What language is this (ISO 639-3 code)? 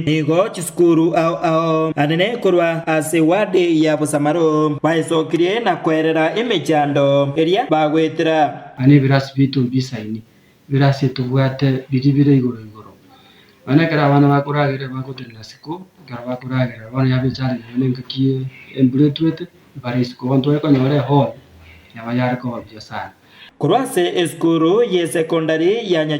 guz